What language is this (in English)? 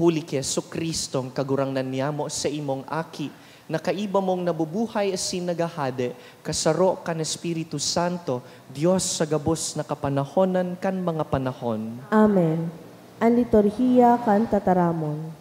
Bikol